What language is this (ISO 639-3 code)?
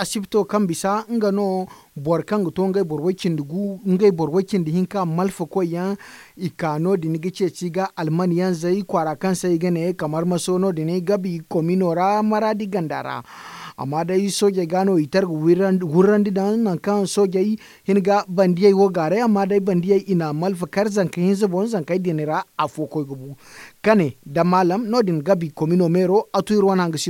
dje